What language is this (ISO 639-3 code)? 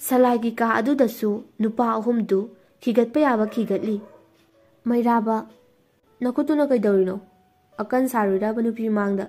mni